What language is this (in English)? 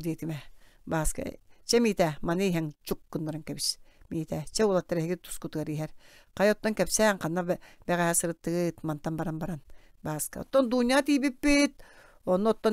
Yakut